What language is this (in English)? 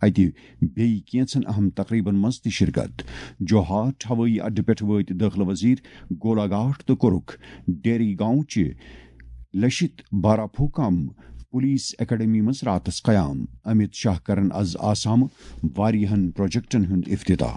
Kashmiri